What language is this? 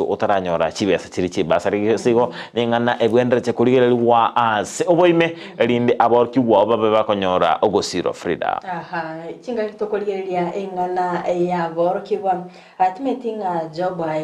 Gusii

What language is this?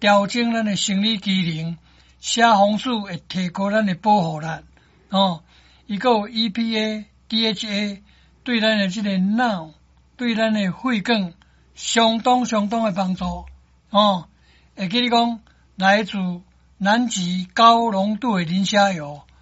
Min Nan Chinese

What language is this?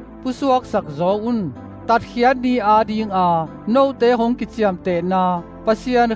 Tedim Chin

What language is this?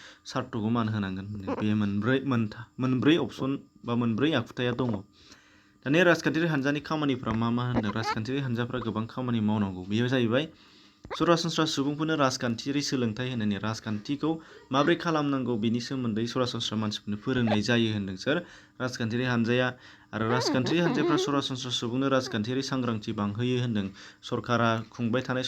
Bodo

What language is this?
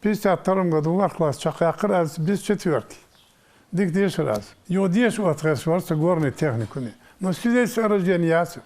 Ingush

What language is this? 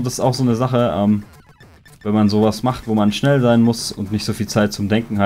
German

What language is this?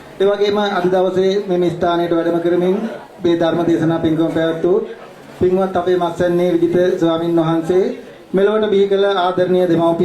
Sinhala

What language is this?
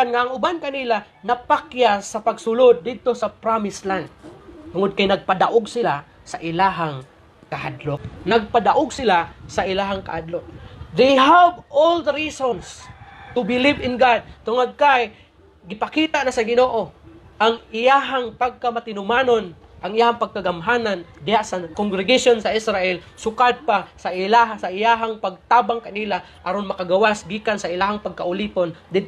Cebuano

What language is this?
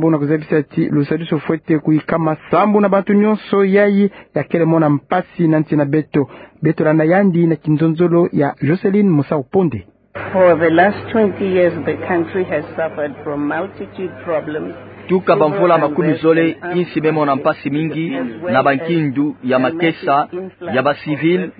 Kituba (Democratic Republic of Congo)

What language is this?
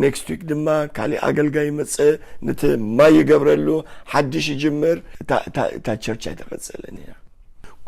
Tigrinya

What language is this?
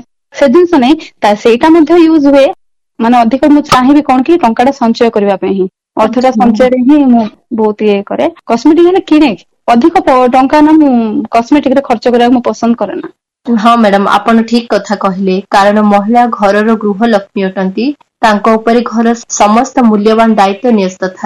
Odia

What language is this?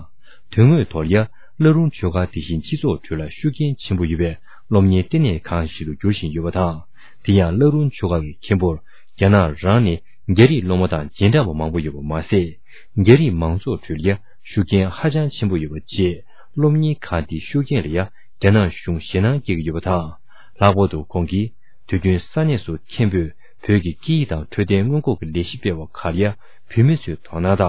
Tibetan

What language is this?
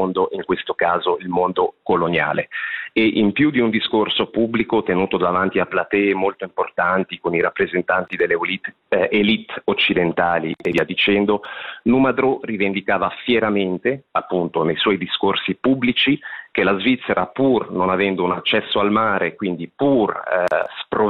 Italian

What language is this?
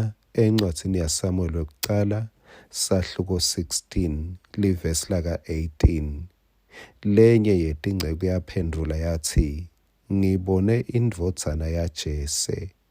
Swati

